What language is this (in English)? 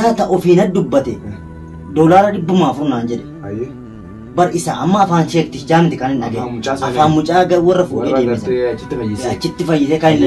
Oromo